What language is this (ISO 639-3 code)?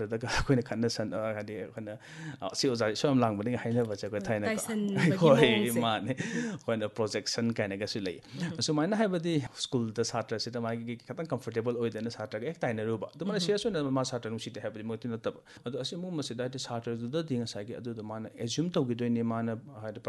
mni